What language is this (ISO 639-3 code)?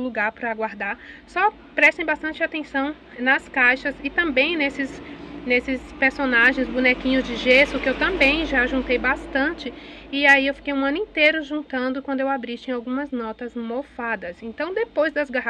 por